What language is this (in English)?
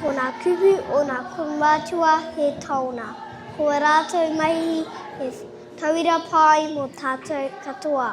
Māori